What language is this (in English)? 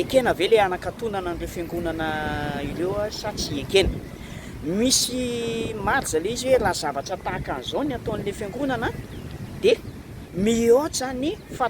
Malagasy